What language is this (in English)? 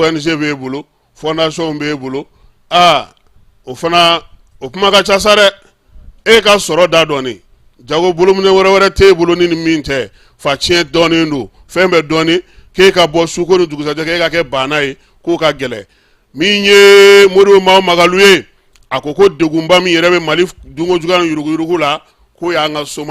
Bambara